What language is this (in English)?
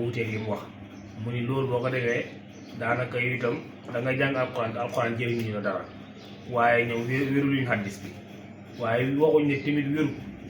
Wolof